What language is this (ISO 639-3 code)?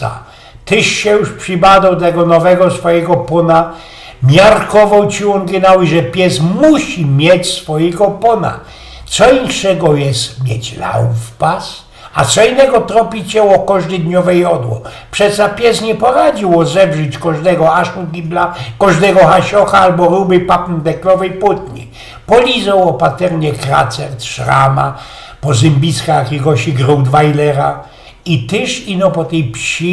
szl